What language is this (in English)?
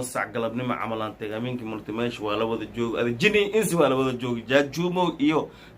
Somali